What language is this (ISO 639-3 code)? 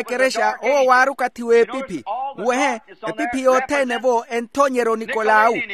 vmw